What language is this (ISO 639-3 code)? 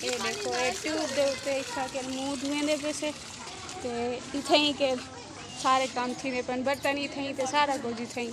skr